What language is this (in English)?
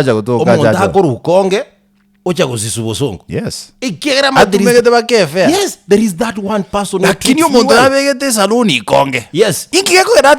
Gusii